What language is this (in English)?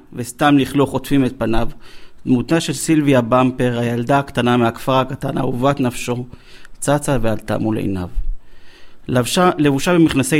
Hebrew